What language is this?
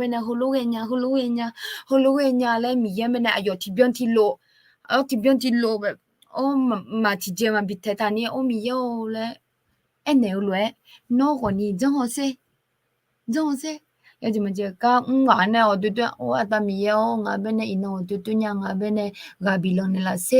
Akha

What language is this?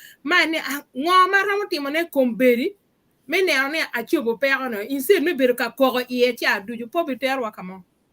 Acoli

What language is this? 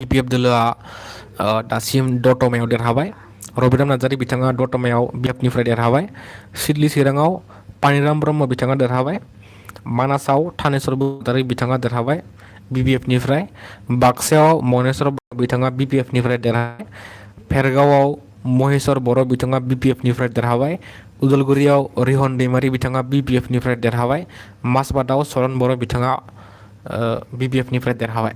Bodo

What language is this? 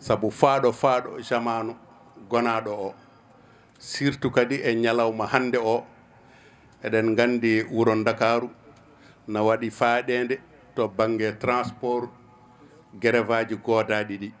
Fula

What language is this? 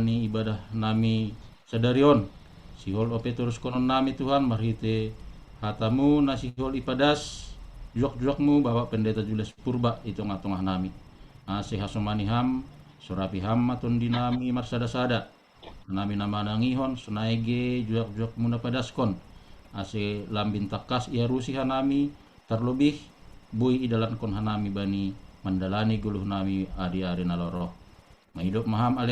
Batak Simalungun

